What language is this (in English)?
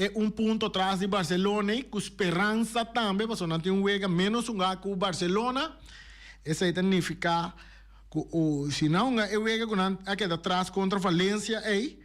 Papiamento